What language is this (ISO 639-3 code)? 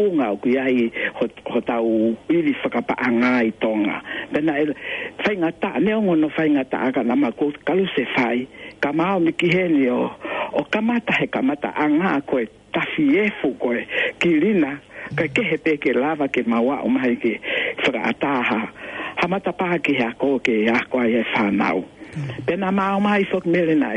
ton